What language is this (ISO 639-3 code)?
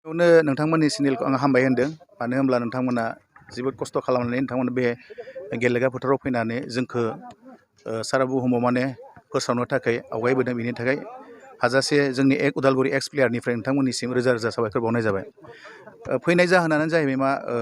brx